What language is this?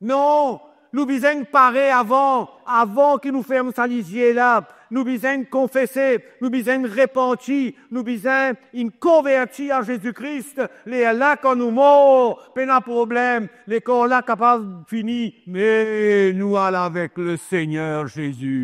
Morisyen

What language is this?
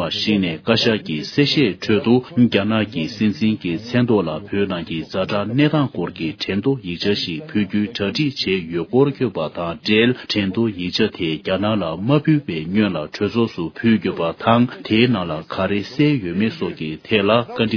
Tibetan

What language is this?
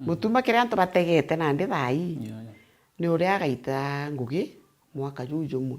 Meru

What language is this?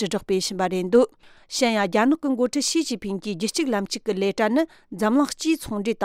Tibetan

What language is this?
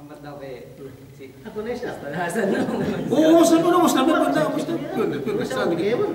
Yakan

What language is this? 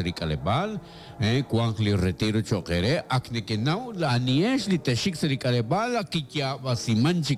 Kekchí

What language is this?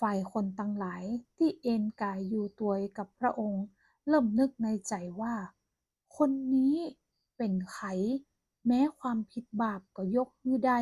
Northern Thai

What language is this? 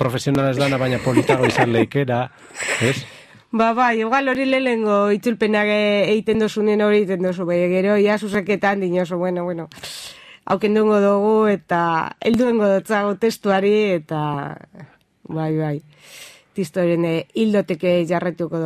Basque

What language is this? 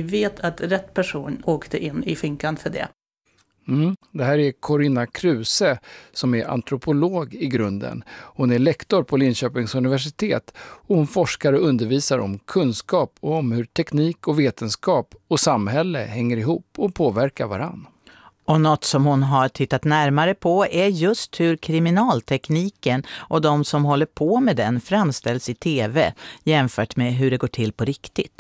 Swedish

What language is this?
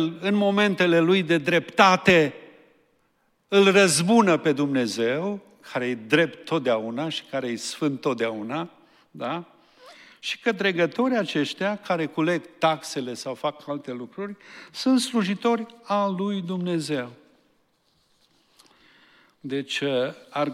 Romanian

